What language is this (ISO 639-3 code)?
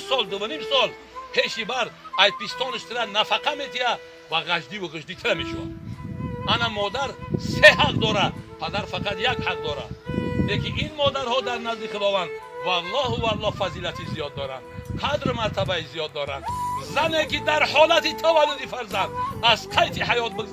tgk